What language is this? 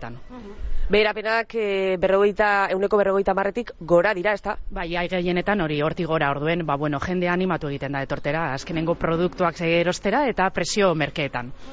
Basque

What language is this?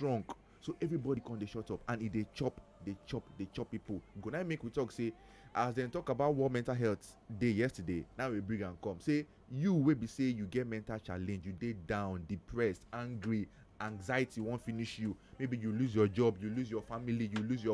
Nigerian Pidgin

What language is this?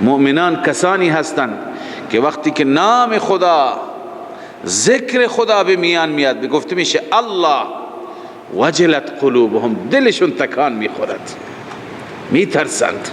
Persian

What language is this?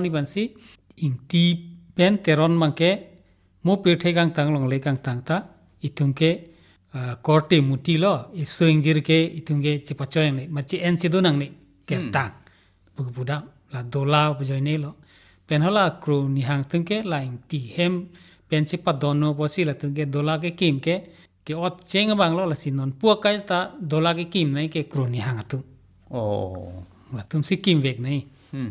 Karbi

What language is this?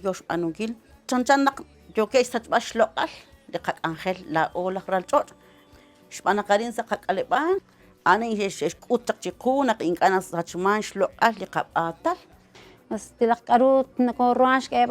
Kekchí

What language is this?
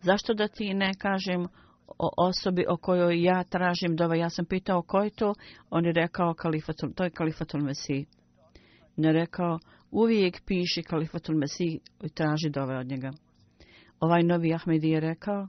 Bosnian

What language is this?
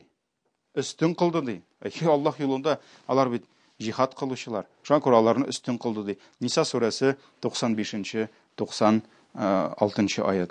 Tatar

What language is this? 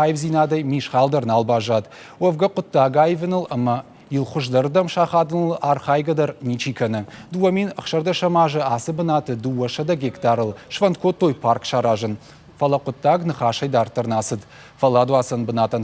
Ossetic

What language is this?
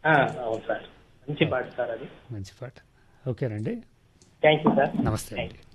Telugu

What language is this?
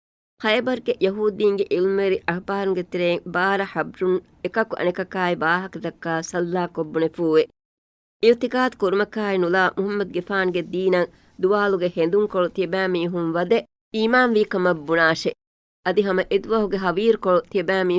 Divehi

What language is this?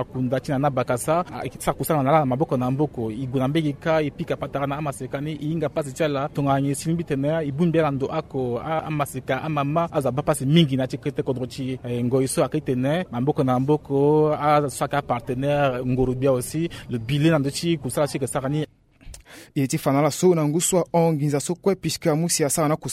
Sango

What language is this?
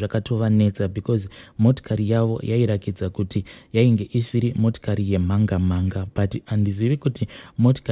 Shona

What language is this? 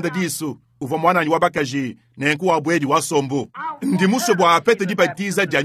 Luba-Lulua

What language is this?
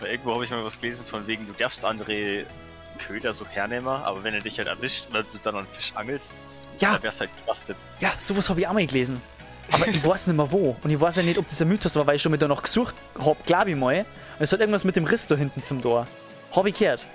Bavarian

